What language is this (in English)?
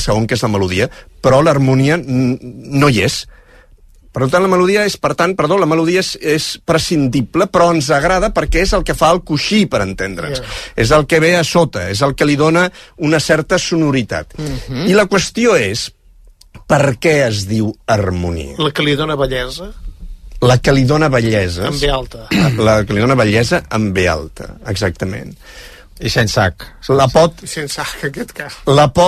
Catalan